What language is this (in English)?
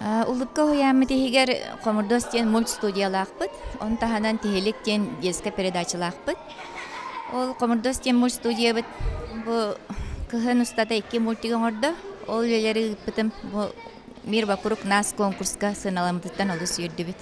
Yakut